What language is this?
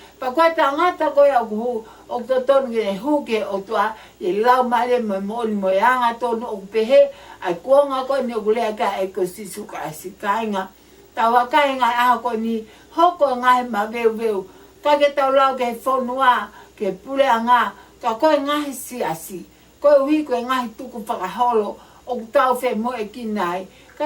Tongan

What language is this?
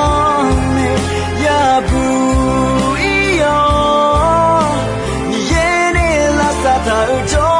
Akha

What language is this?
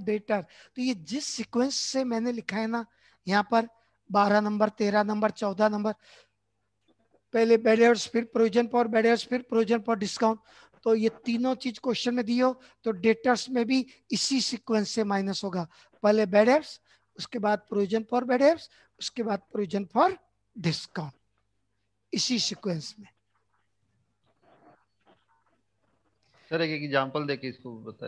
Hindi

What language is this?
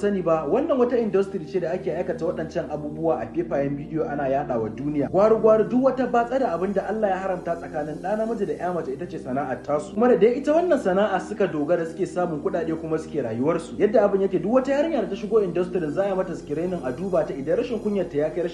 Hausa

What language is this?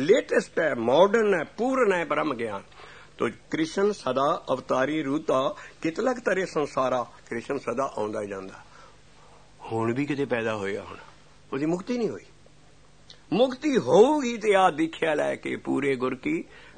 Punjabi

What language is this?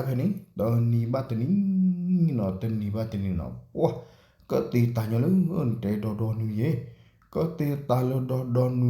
S'gaw Karen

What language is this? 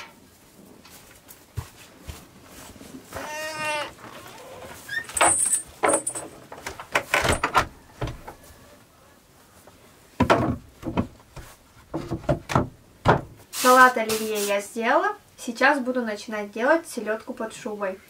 Russian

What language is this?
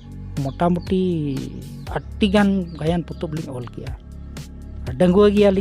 Santali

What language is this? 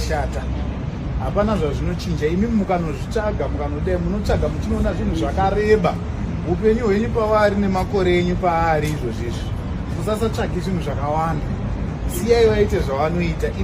Shona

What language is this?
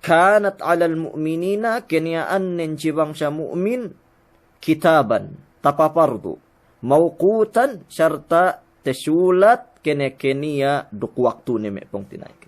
Yakan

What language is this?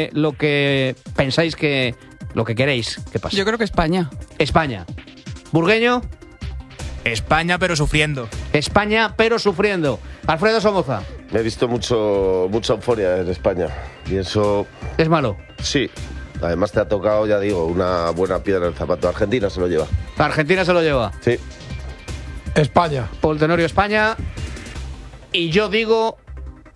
Spanish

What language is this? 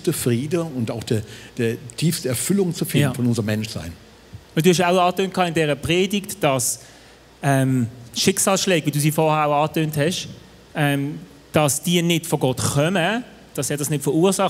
Swiss German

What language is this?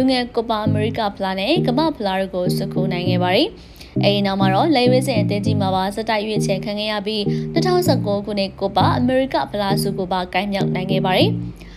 Burmese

